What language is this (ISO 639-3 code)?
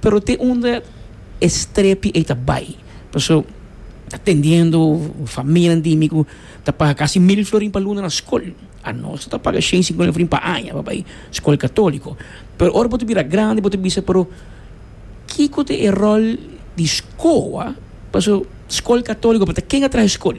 pap